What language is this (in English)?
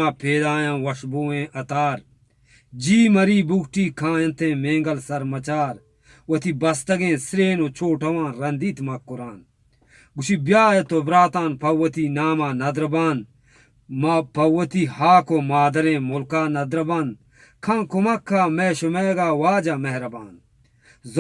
Eastern Balochi